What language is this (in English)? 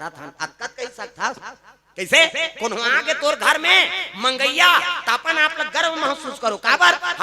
Chhattisgarhi